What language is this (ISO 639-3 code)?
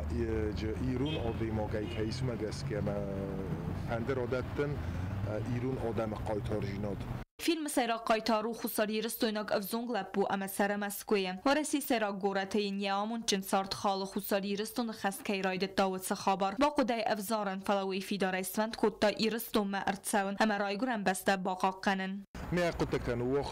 oss